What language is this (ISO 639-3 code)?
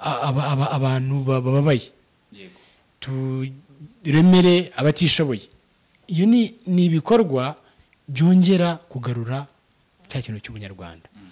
kin